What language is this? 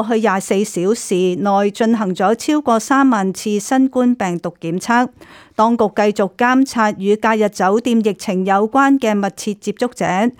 Cantonese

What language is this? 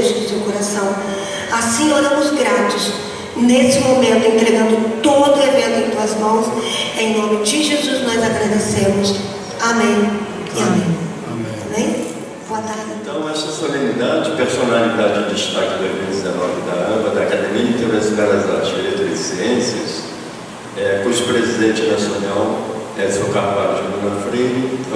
Portuguese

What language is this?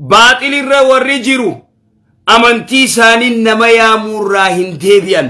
Oromo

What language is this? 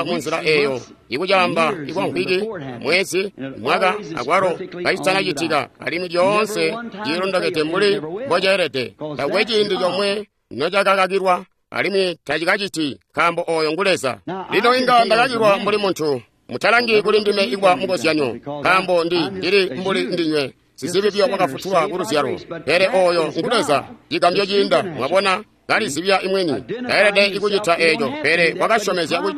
Tonga (Zambia)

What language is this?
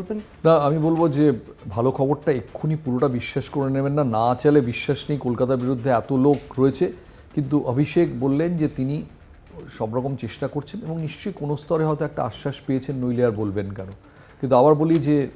Bangla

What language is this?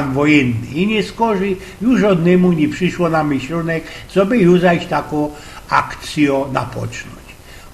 Silesian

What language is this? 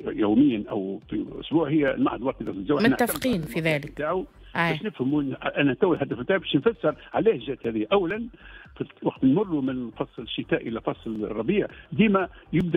Tunisian Arabic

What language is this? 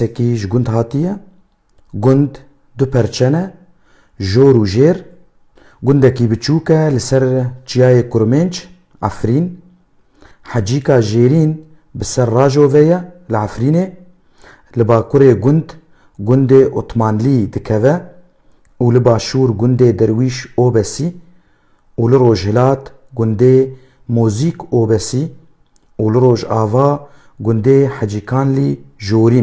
Kurdish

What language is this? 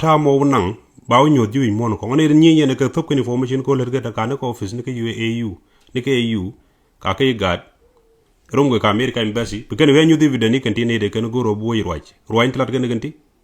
Nuer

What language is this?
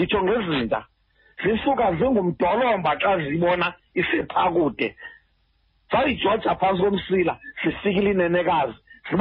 Xhosa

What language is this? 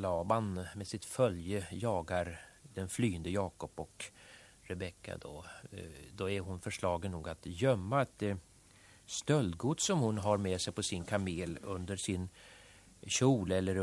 Swedish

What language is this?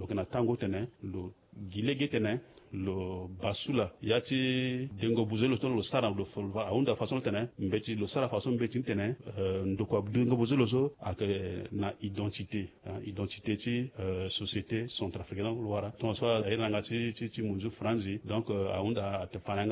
Sango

